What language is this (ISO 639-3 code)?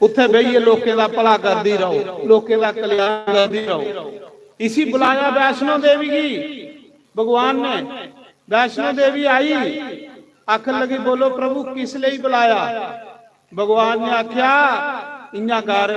doi